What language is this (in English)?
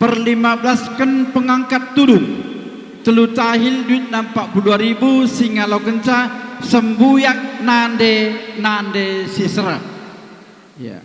Batak Karo